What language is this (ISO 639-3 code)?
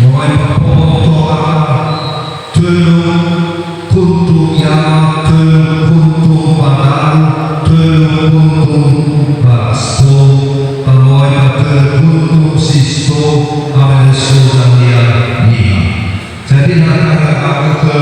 nia